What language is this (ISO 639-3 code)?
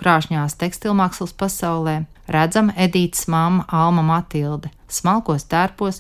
lav